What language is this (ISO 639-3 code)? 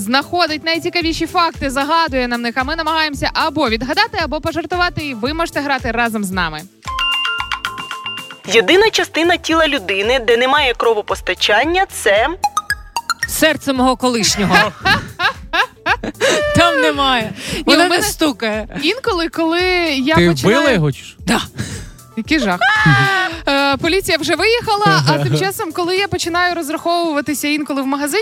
ukr